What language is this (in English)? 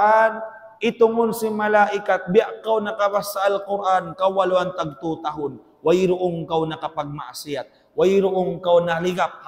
Tausug